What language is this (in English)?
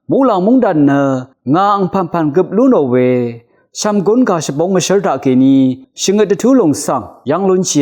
Rawang